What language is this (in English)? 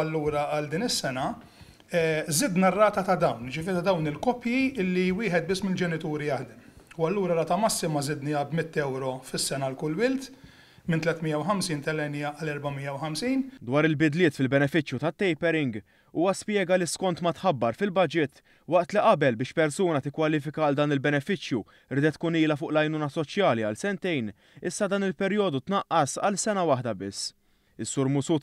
Maltese